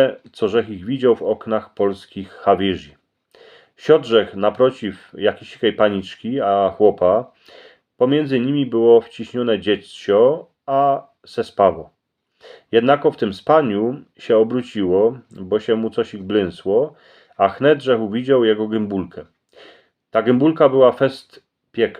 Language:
Silesian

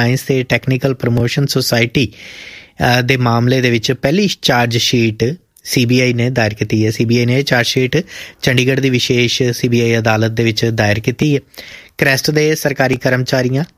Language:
Punjabi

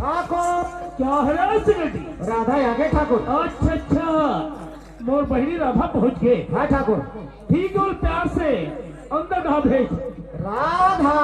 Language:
Chhattisgarhi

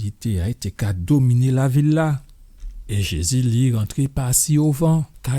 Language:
Guadeloupean Creole French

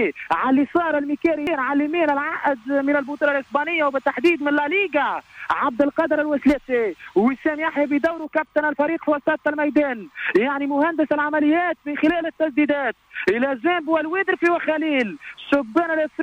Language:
Tunisian Arabic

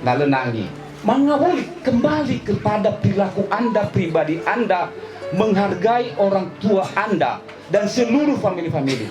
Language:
Nias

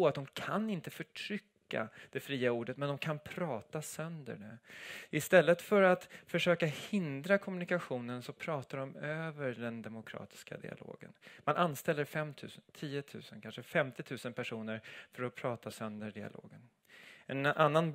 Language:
Swedish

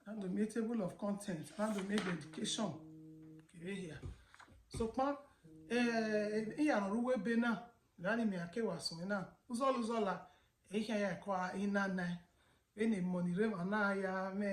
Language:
Bini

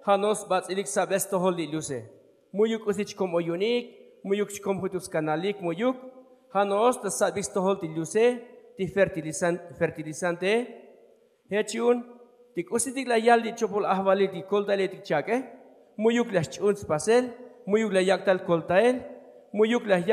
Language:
Tzotzil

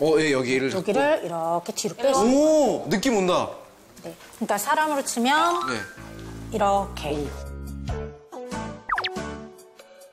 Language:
Korean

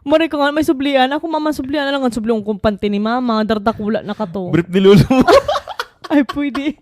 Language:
Bikol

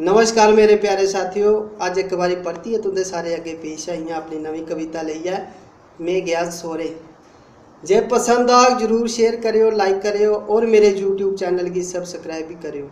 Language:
Dogri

